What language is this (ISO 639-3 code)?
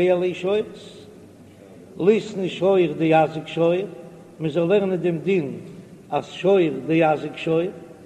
yid